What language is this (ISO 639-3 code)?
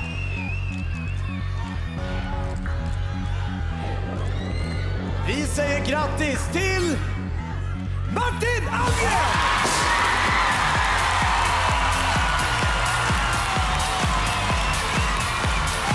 swe